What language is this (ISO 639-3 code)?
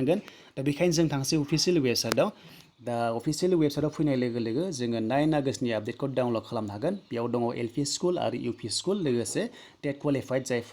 brx